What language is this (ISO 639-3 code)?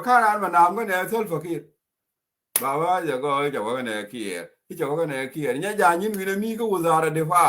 nus